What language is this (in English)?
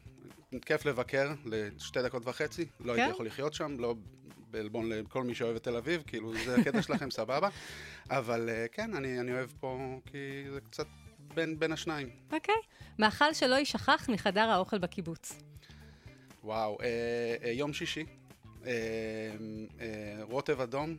Hebrew